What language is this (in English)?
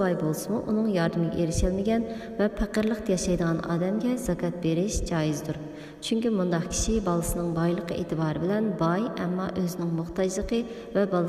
Uyghur